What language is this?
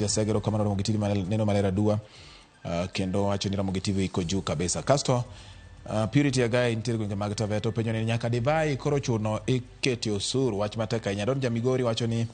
Luo (Kenya and Tanzania)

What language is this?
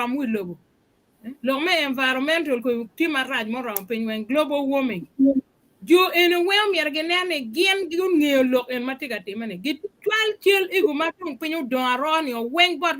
Acoli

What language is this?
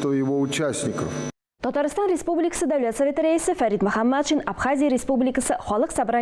Tatar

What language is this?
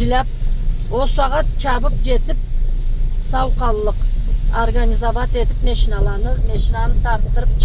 Karachay-Balkar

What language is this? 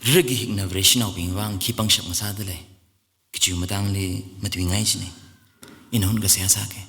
Tangkhul Naga (India)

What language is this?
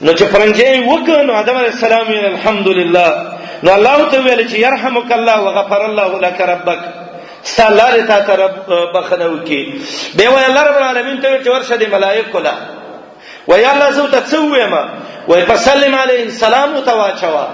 Pashto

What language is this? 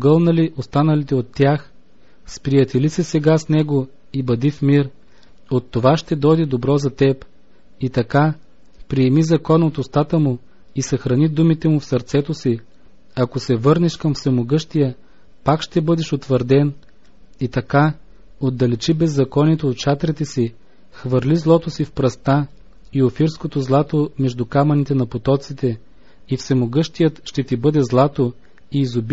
Bulgarian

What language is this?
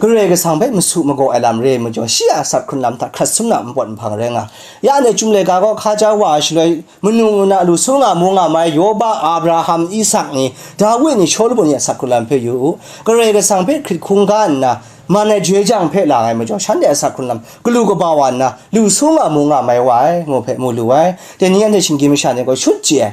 Kachin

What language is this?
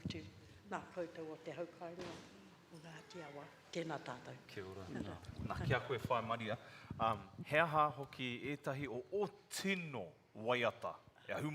Māori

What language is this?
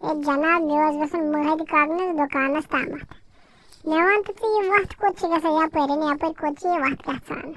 Kashmiri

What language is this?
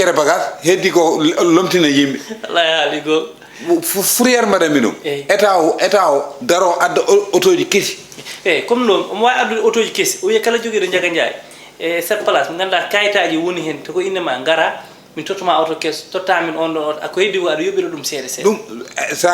Fula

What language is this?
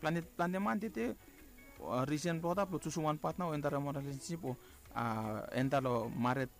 Bislama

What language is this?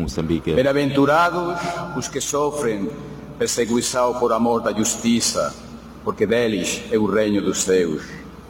Portuguese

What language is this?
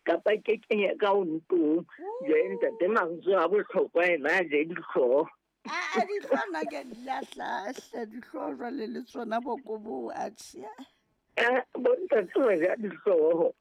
Southern Sotho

